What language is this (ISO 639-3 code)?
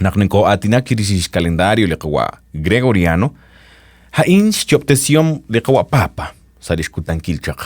kek